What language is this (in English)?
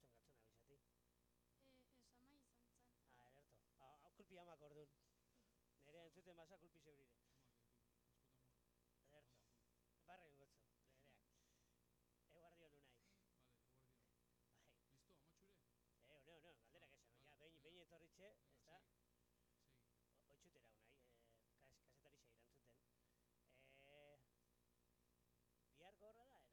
Basque